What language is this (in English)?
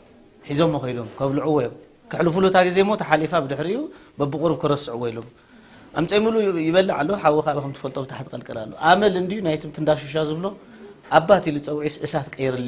Tigrinya